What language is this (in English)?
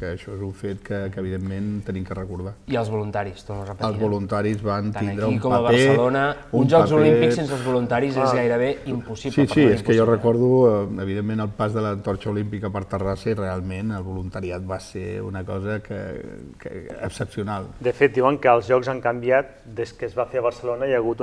Catalan